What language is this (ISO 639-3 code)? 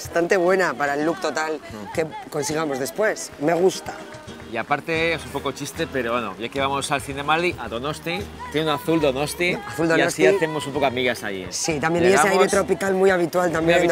spa